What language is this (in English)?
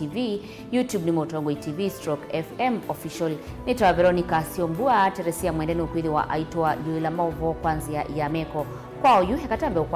Kamba